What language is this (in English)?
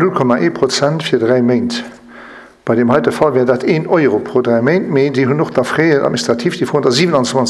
Luxembourgish